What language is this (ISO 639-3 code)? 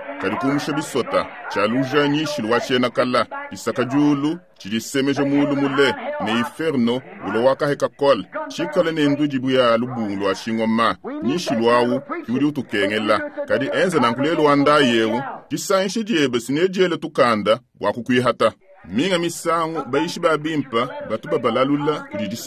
lua